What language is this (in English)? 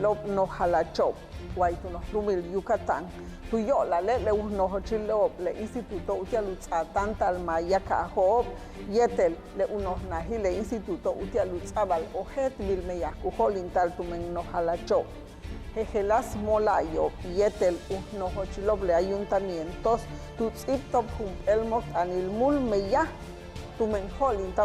Yucateco